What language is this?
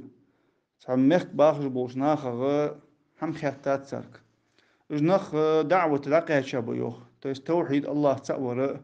Ingush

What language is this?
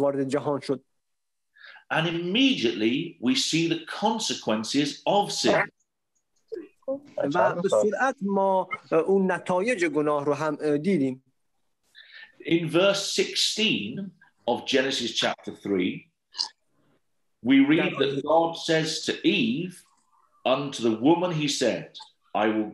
Persian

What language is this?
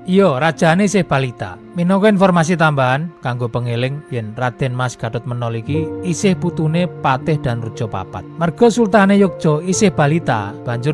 Javanese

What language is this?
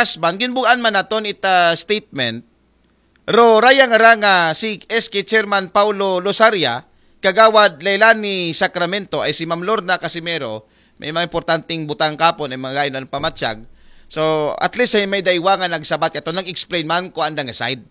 Aklanon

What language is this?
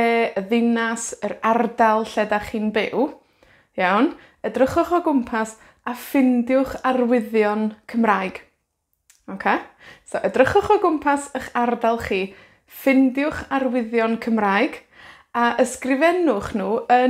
Welsh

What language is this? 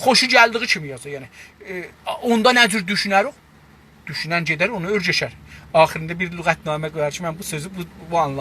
South Azerbaijani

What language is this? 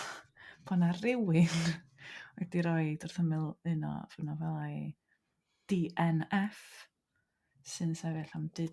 Welsh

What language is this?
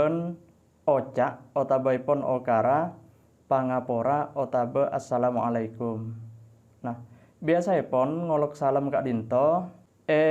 Madurese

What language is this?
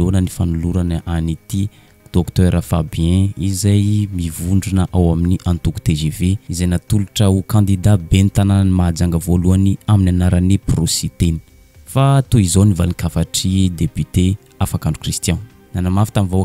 Malagasy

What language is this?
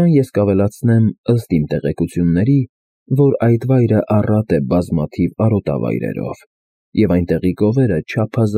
Armenian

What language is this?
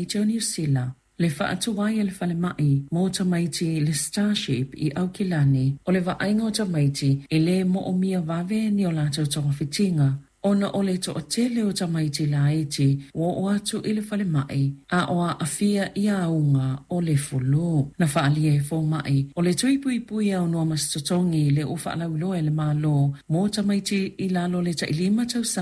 Samoan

